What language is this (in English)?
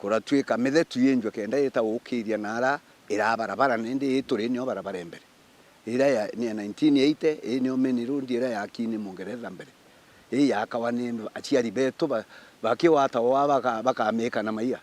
Meru